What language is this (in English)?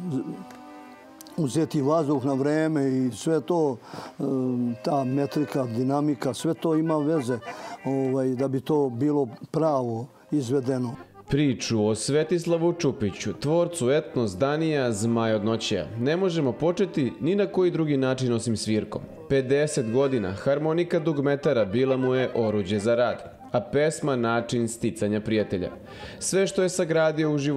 Serbian